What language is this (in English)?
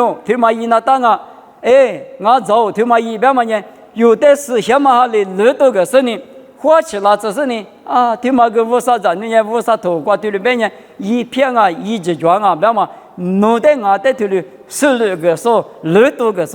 Lisu